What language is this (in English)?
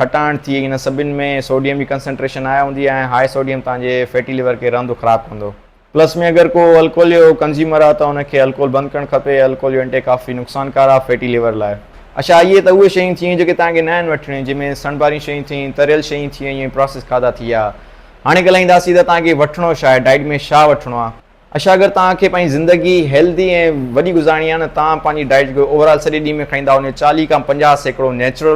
Sindhi